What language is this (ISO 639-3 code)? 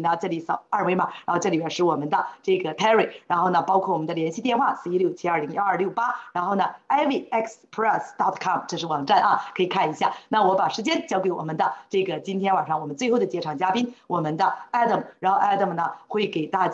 zho